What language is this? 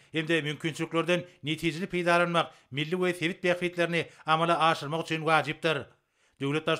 Turkmen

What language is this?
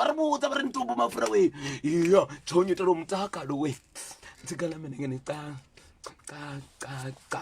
Venda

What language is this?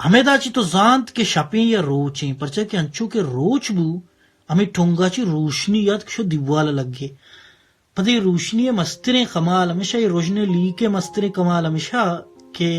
Baluchi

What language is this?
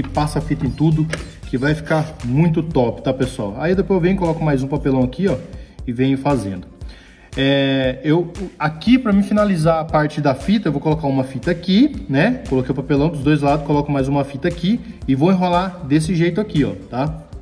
Portuguese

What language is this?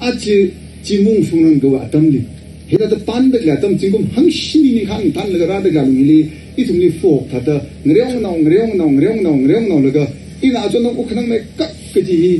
Tangkhul Naga (India)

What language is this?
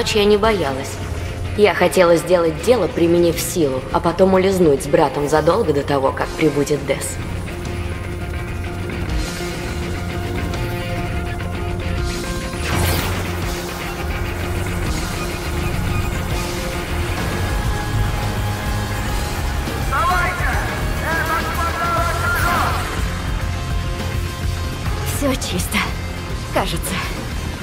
Russian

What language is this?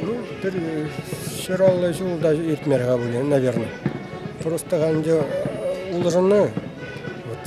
Chuvash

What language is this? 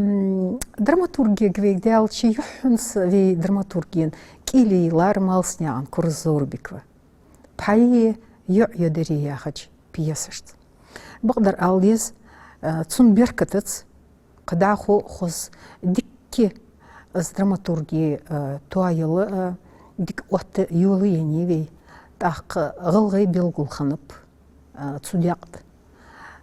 Ingush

